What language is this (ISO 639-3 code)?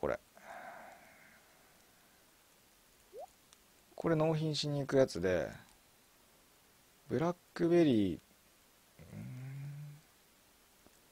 jpn